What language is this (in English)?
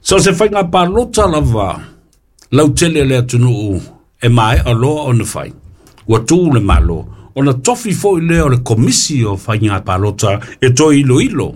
Samoan